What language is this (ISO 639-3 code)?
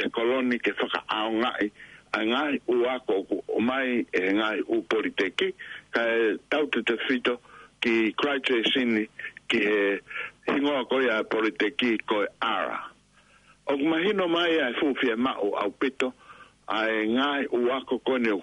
ton